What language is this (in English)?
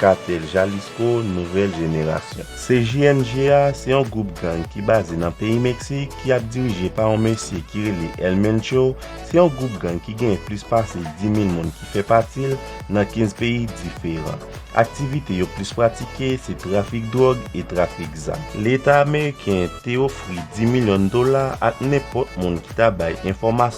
Haitian Creole